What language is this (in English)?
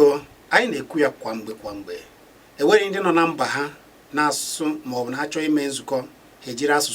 Igbo